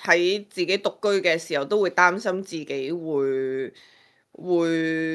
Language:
Cantonese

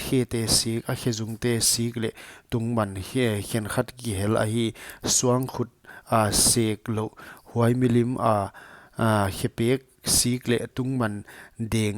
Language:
Paite Chin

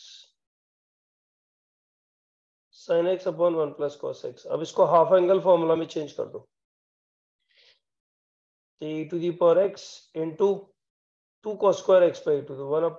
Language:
Hindi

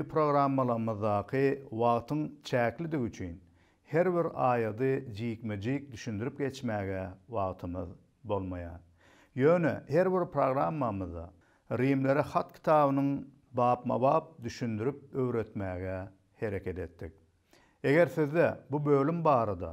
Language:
Turkmen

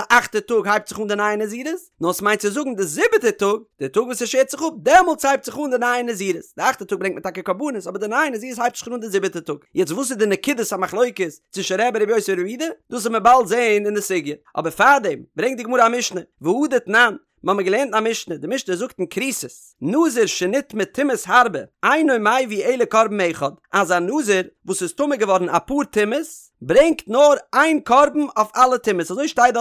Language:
Yiddish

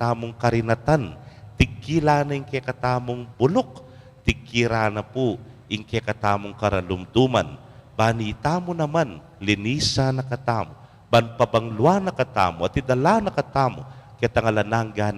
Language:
Pampanga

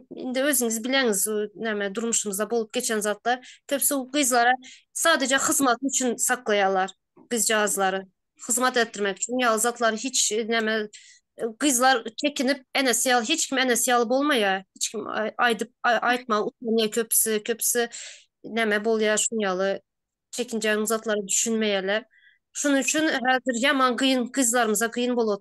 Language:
Turkmen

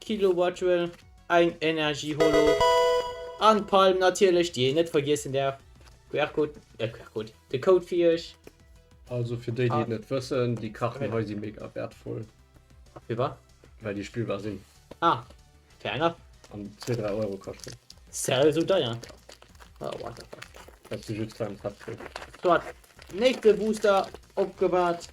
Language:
Luxembourgish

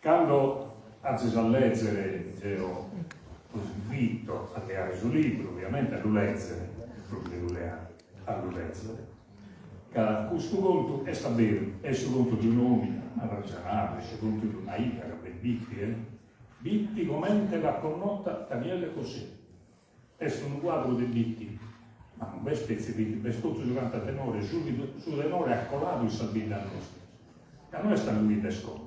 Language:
Sardinian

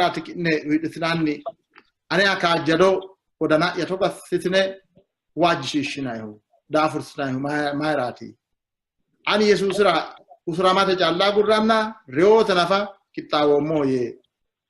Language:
Sidamo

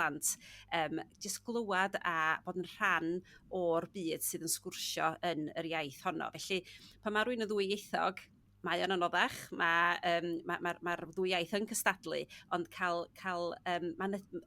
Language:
Welsh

